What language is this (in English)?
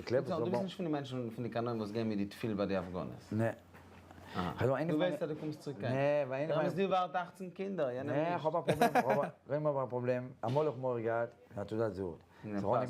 Yiddish